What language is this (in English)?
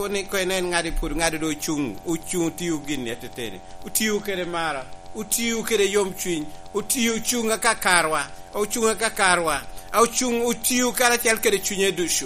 Lango (Uganda)